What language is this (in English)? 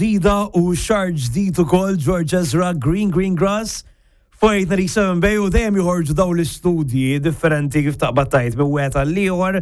Maltese